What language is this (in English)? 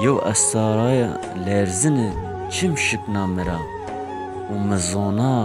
Zaza